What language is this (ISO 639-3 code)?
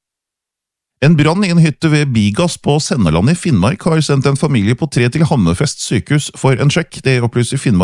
nor